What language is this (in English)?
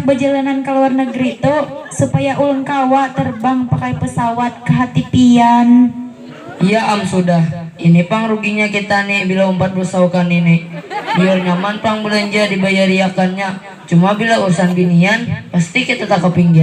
Banjar